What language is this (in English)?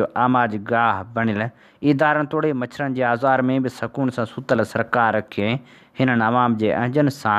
Sindhi